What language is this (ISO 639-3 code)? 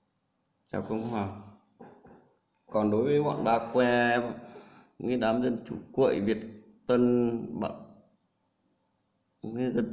vie